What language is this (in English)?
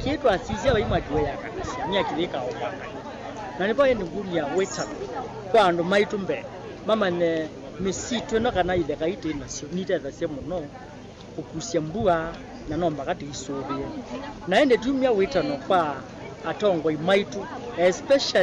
Kamba